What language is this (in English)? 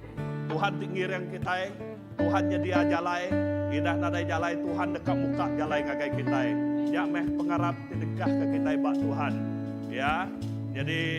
Iban